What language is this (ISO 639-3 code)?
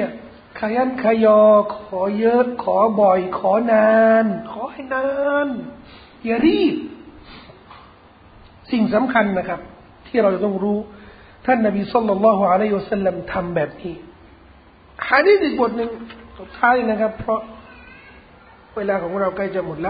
tha